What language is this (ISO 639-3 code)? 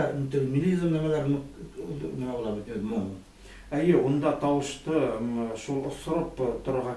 bak